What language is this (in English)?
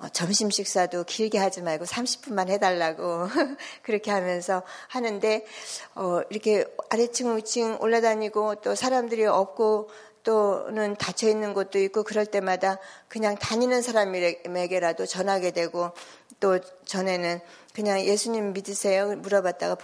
Korean